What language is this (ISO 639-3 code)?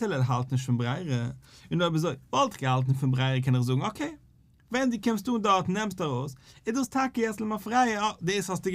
yid